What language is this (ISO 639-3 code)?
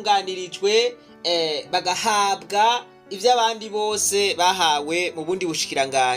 run